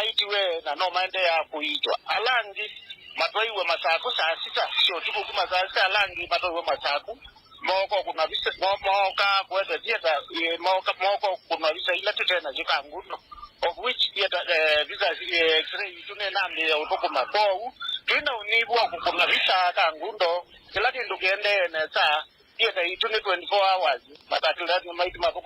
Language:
Kamba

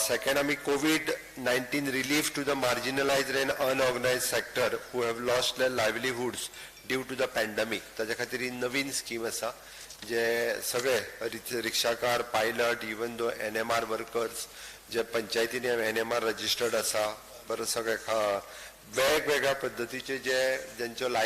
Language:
Konkani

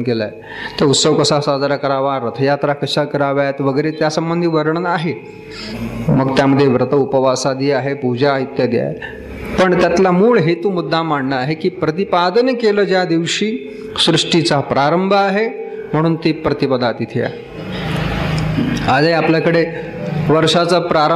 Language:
Marathi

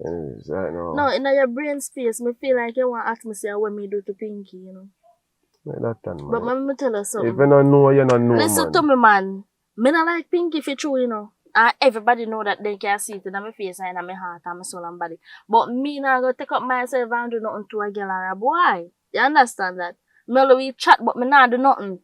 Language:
Jamaican Creole English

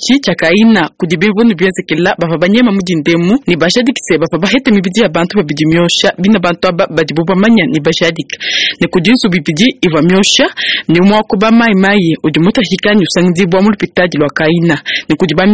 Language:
Luba-Lulua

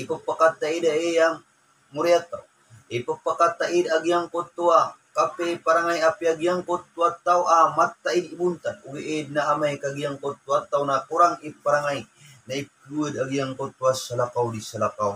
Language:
Maranao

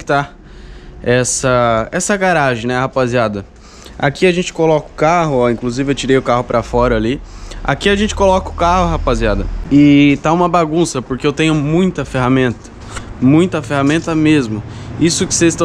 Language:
Portuguese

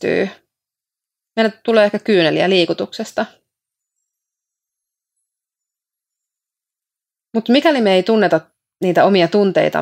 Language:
Finnish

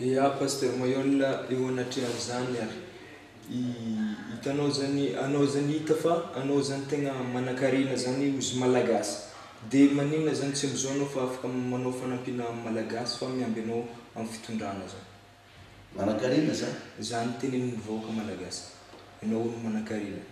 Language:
Malagasy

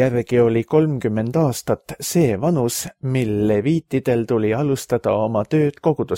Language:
Estonian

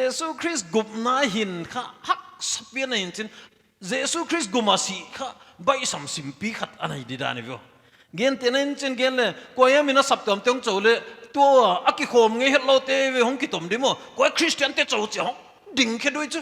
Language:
Paite Chin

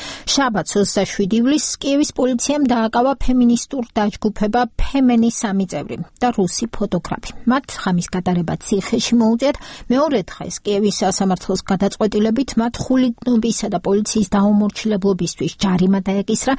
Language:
Georgian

